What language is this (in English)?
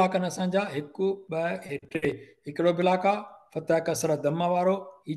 Sindhi